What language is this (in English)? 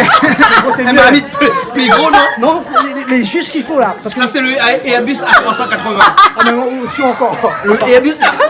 Réunion Creole French